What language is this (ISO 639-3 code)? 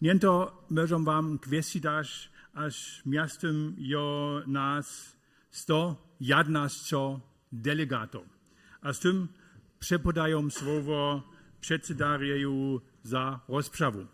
hsb